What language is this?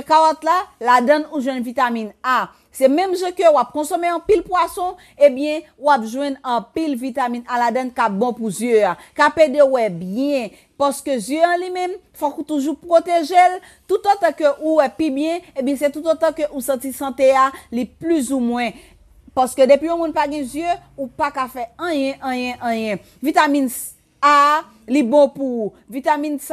Haitian Creole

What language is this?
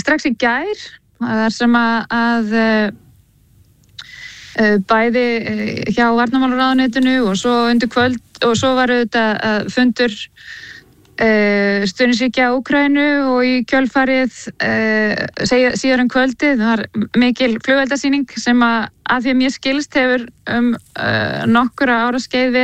Icelandic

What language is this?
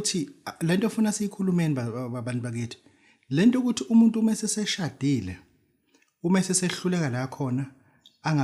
Zulu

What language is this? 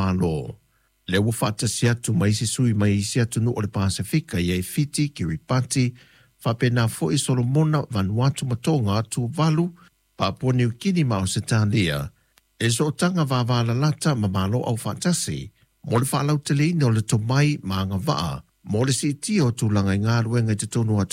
Samoan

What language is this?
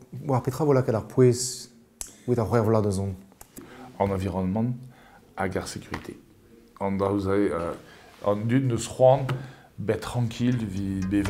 Breton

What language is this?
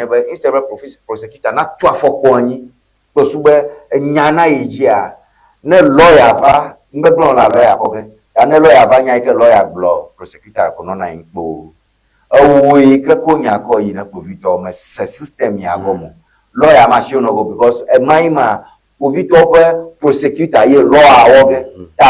Ewe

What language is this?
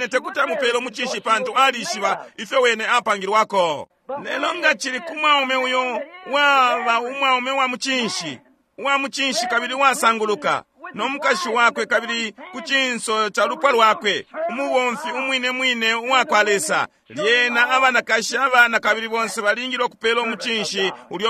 Bemba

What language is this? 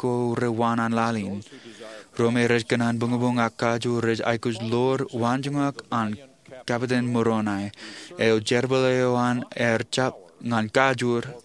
Marshallese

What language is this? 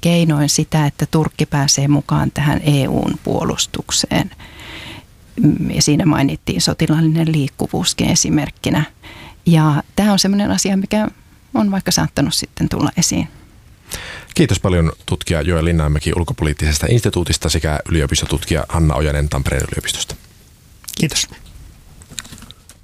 Finnish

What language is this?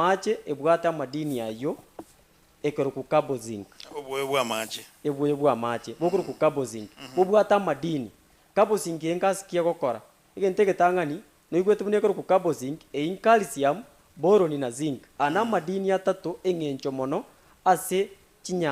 Gusii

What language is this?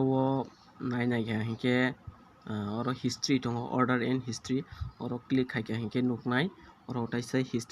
Kok Borok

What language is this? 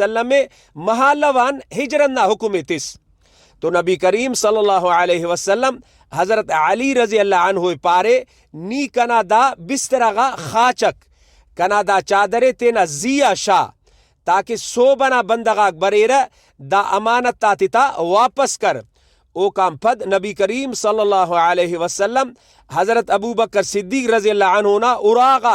Brahui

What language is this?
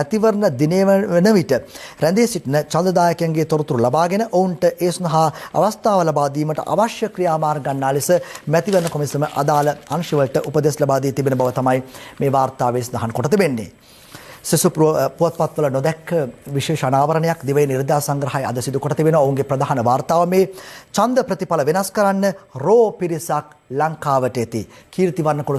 Sinhala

